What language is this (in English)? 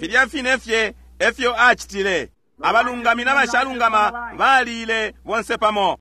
Bemba